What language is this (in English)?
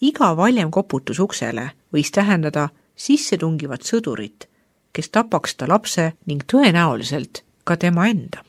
Estonian